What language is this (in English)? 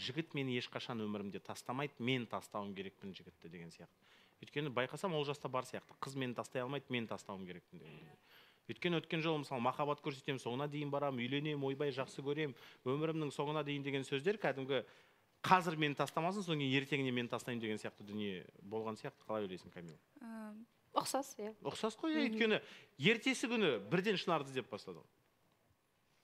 Kazakh